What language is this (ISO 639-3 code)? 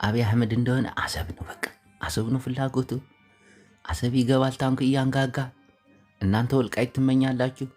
amh